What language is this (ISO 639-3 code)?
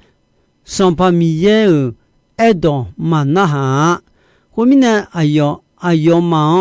ahk